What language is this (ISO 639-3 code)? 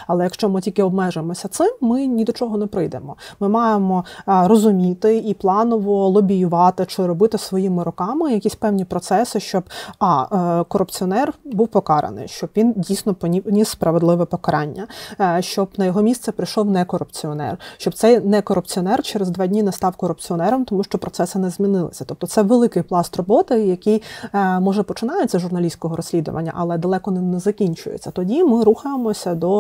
ukr